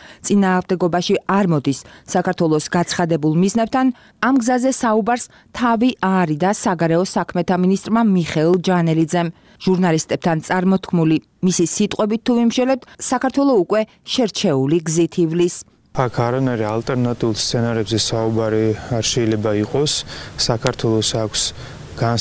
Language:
Georgian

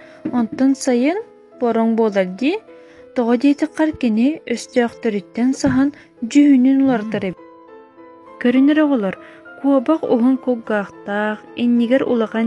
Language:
Yakut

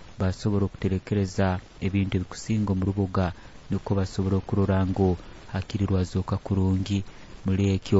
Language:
Nyoro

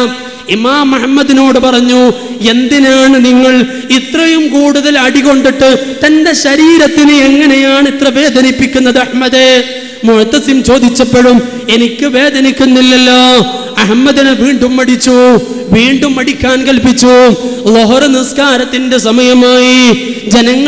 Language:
Malayalam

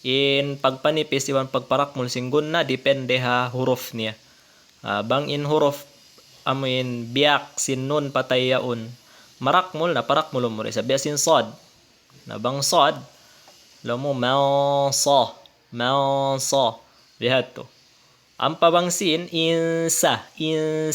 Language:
Tausug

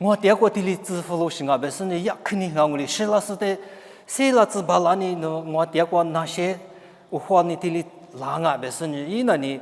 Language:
Lisu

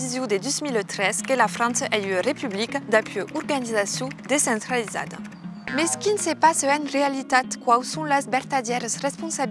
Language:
Occitan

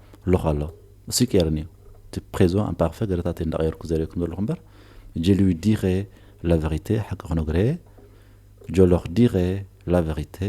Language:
Tigrinya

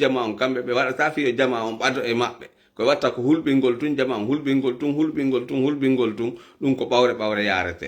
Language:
Fula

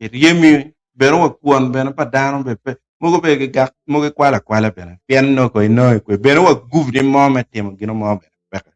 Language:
Acoli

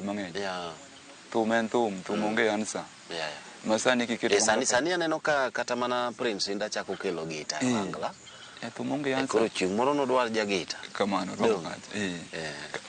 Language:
Luo (Kenya and Tanzania)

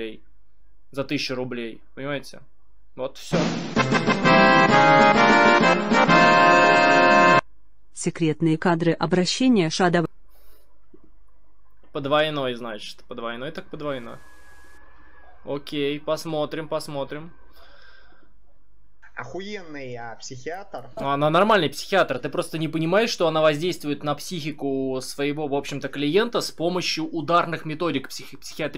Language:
Russian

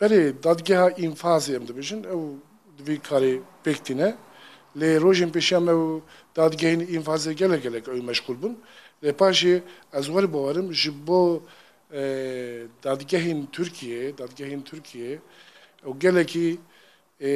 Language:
Kurdish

